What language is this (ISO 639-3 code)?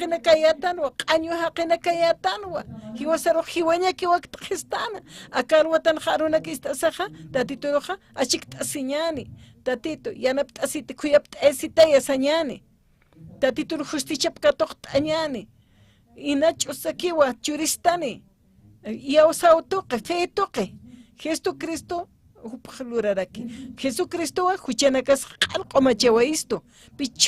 aym